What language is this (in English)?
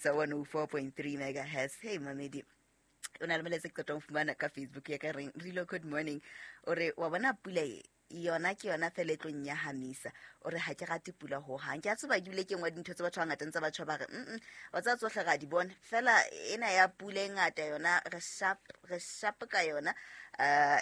Southern Sotho